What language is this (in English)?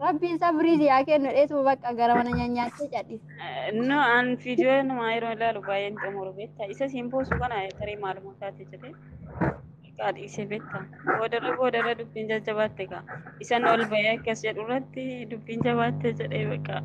Oromo